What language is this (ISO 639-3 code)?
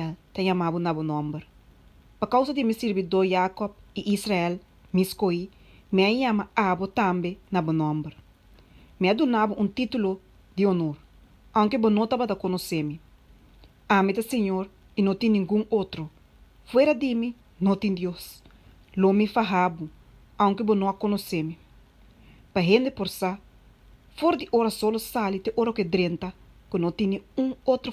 pap